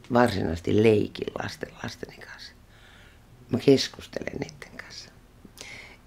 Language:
Finnish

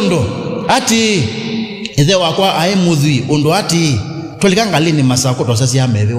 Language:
Kamba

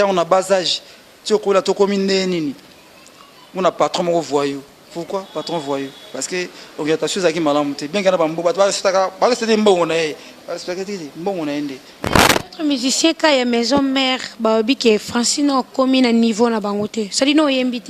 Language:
Lingala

